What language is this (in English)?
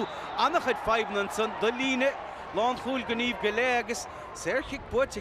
Irish